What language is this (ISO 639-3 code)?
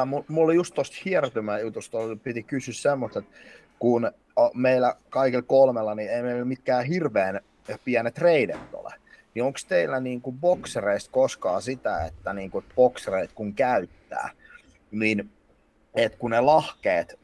fin